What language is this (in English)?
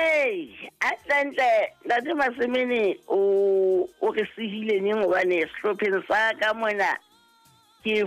Southern Sotho